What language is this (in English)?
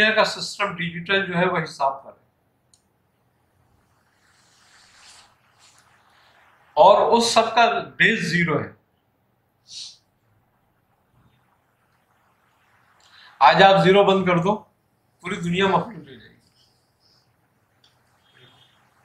Urdu